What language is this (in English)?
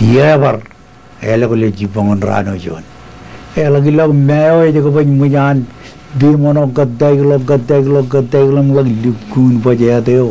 Marshallese